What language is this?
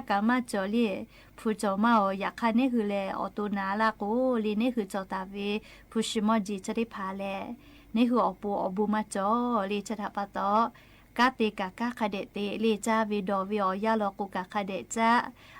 Lahu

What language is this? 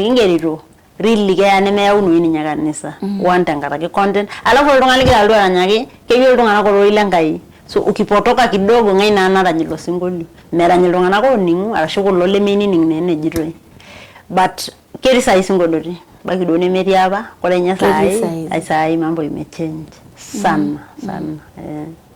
Masai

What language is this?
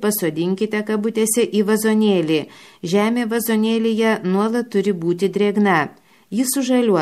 Lithuanian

